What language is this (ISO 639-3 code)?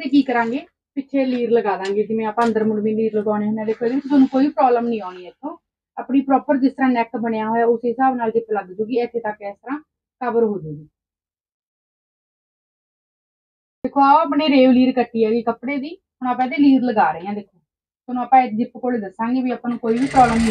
pan